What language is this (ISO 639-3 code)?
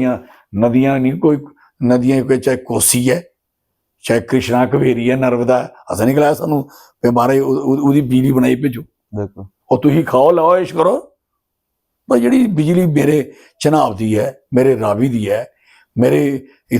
doi